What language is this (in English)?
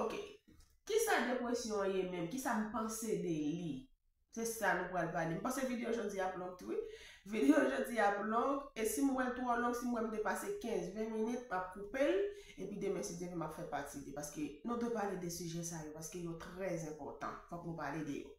Haitian Creole